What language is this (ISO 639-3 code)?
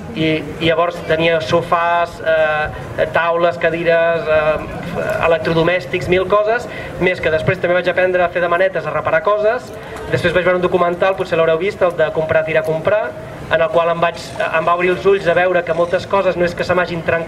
cat